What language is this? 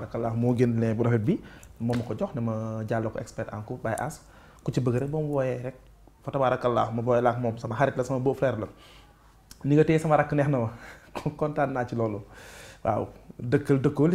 Wolof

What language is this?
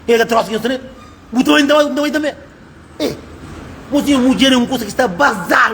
Kabuverdianu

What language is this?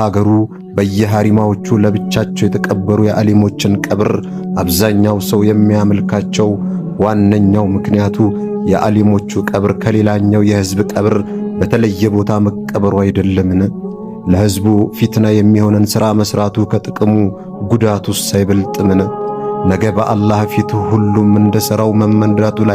Amharic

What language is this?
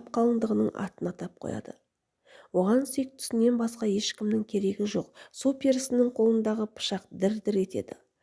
Kazakh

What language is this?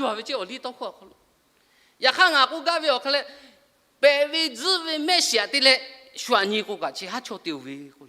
Lahu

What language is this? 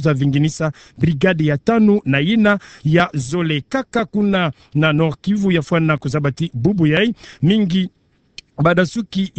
Kituba (Democratic Republic of Congo)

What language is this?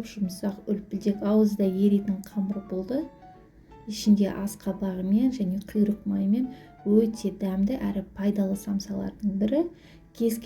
Kazakh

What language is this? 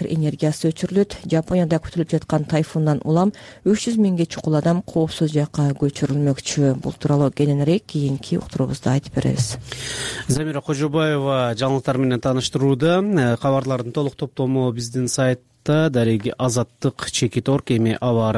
Kyrgyz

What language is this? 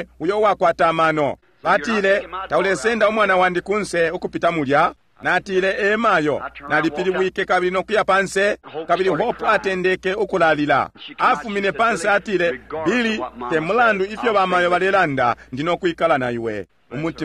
Bemba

